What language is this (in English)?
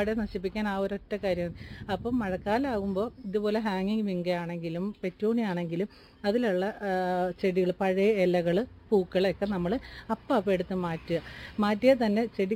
Malayalam